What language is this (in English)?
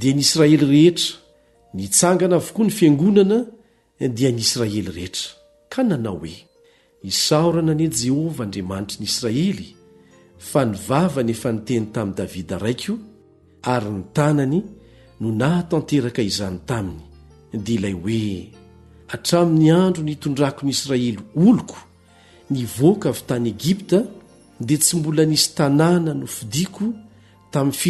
Malagasy